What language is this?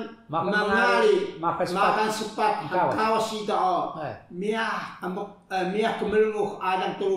Taroko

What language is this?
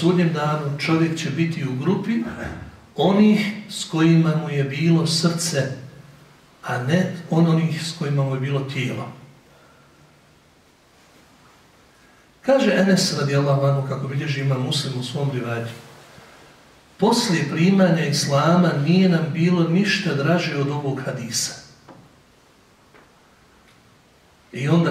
Bosnian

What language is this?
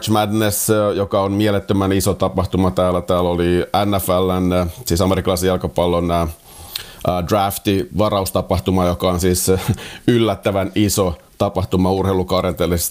Finnish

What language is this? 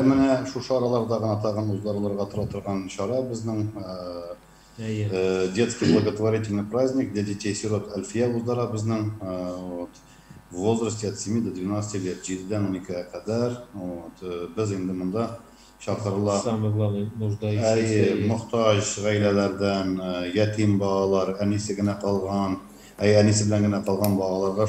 Tatar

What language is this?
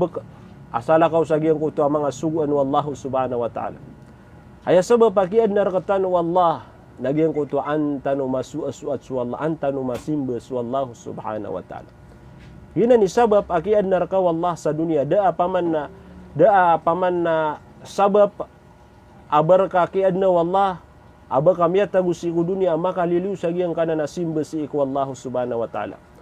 Maranao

